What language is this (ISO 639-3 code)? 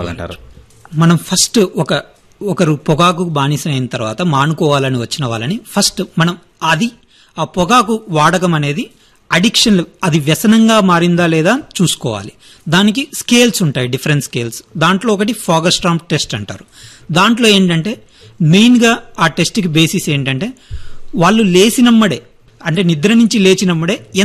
tel